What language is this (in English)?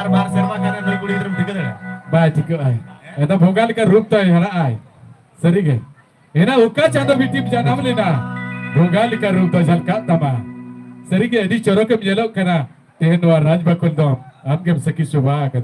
Santali